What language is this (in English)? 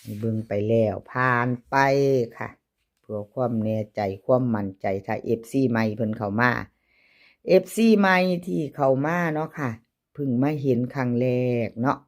Lao